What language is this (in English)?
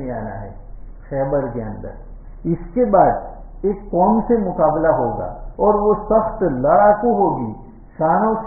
Urdu